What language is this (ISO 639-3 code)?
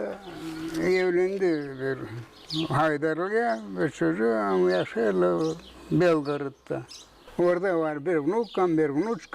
gag